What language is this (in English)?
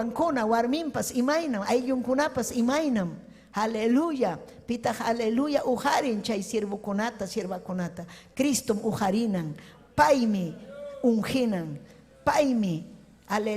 Ayacucho Quechua